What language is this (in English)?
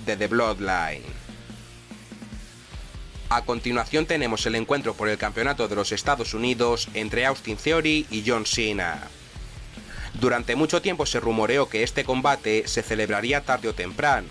Spanish